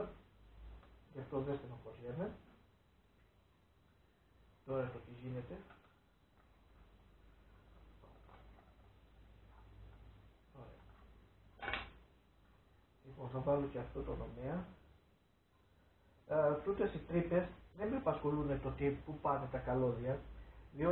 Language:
Greek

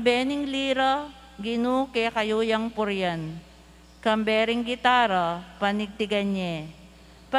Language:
Pampanga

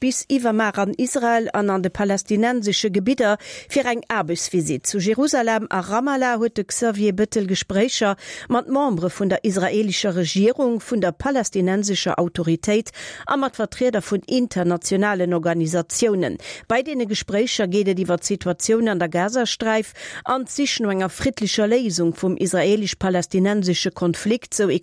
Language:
Luxembourgish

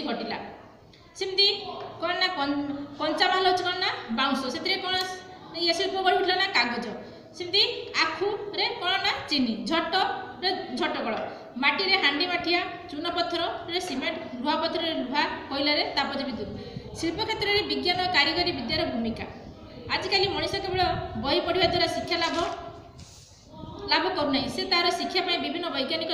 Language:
Odia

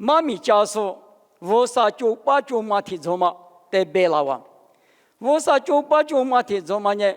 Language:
Lisu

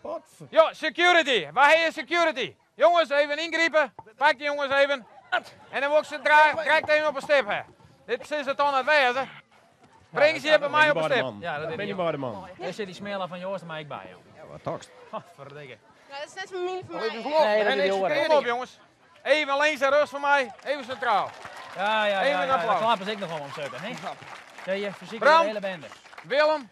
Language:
Western Frisian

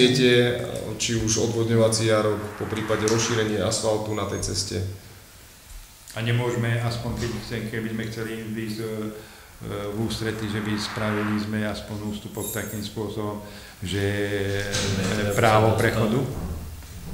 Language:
Slovak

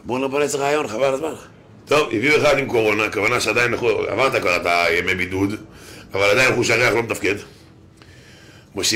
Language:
Hebrew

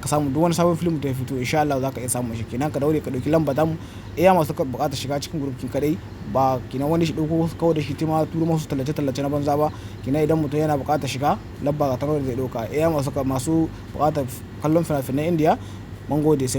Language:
Hausa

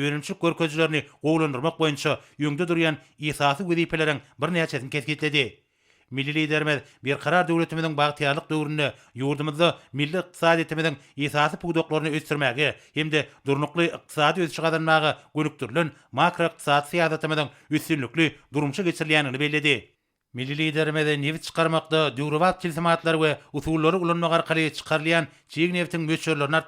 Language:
Turkmen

